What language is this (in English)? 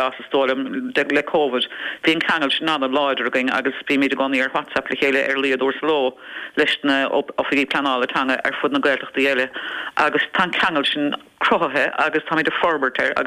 Irish